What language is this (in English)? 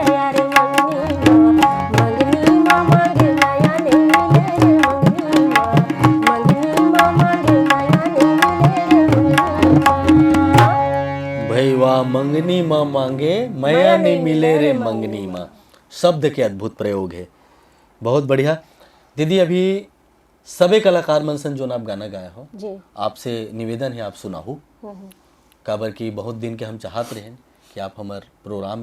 Chhattisgarhi